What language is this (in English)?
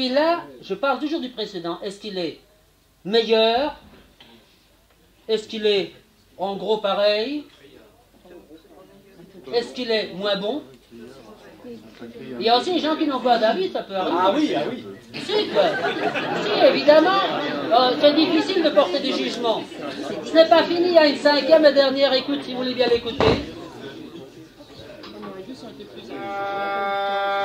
French